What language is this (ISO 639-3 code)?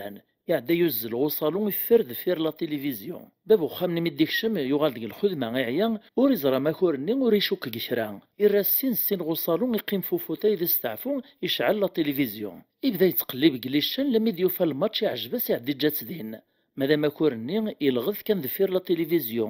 kab